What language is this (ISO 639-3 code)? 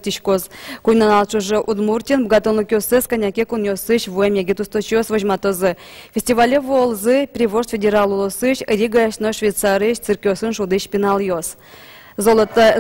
udm